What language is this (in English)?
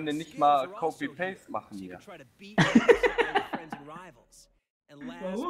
German